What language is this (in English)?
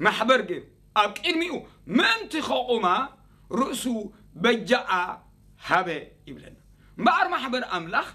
Tigrinya